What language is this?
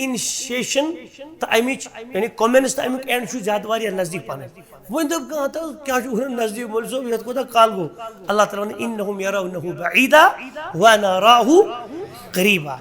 Kashmiri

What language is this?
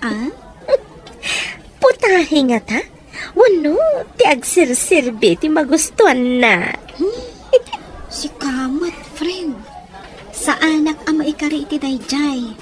Iloko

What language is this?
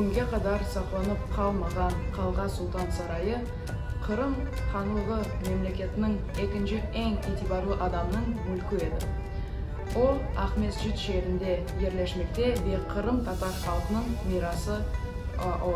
Crimean Tatar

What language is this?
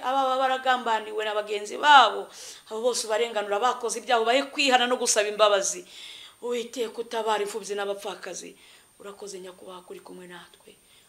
Kinyarwanda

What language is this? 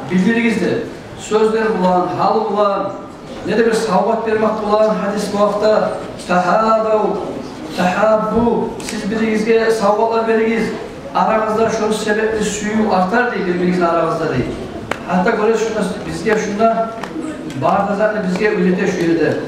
Kumyk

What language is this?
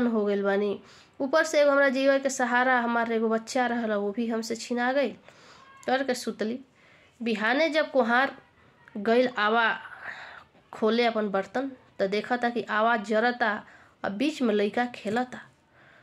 Bhojpuri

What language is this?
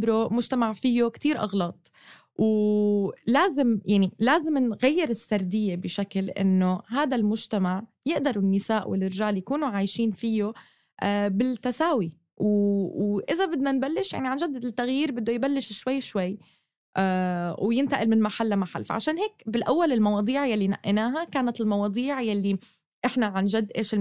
North Levantine Arabic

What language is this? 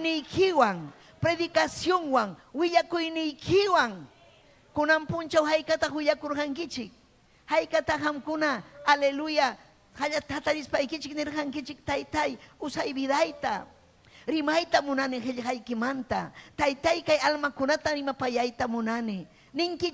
Ayacucho Quechua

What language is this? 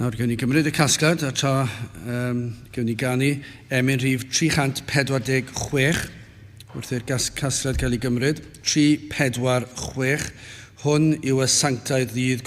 Welsh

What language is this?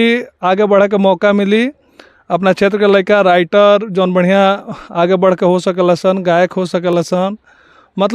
Bhojpuri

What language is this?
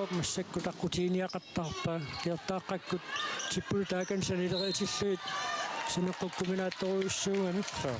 Kalaallisut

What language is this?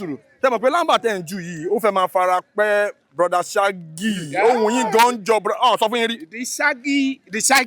Yoruba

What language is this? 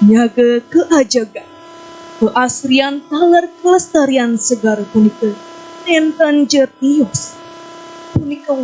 Balinese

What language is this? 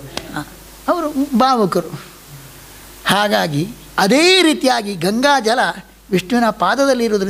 Kannada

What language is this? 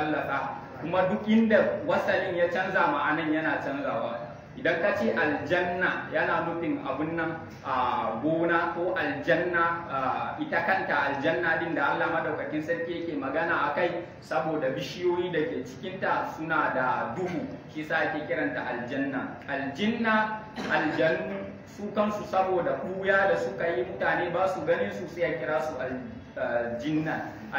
Hausa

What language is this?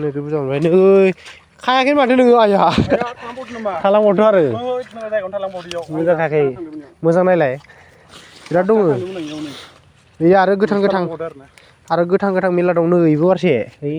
Bodo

